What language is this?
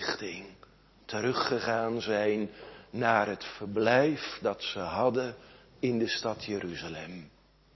Dutch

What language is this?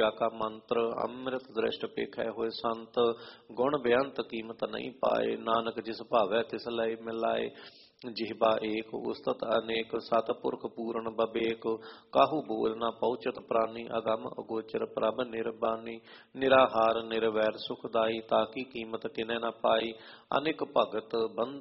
Punjabi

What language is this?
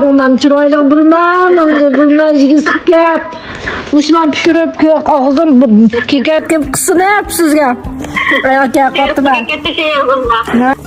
Uyghur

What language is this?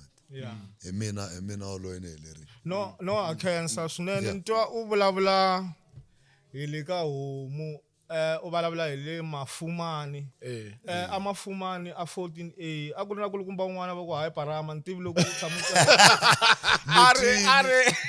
Tsonga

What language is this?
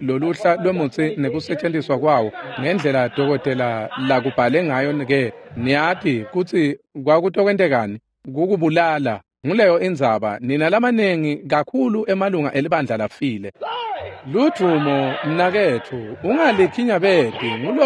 Swati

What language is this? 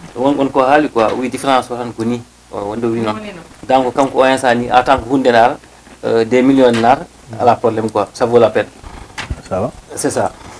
Fula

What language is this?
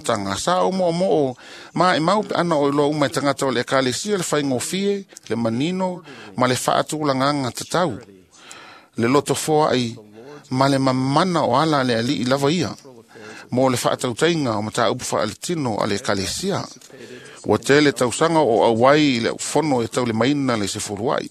Samoan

